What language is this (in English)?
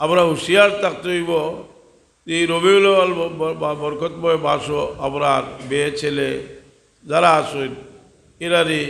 Sylheti